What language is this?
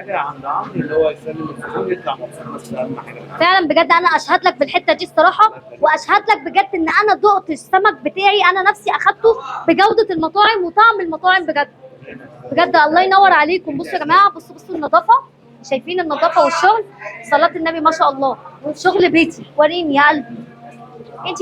Egyptian Arabic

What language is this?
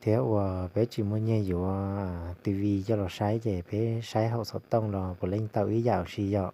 Hmong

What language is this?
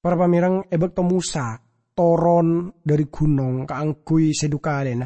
Madurese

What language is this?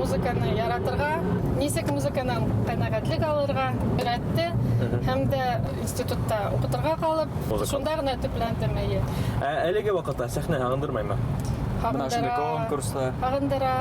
Bashkir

